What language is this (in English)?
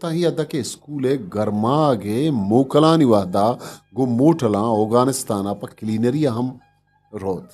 Eastern Balochi